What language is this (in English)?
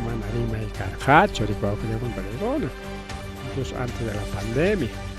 Ayacucho Quechua